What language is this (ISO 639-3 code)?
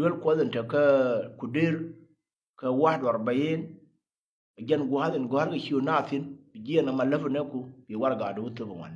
nus